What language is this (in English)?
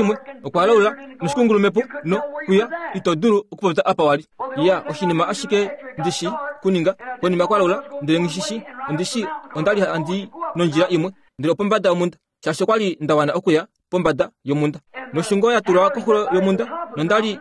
Kuanyama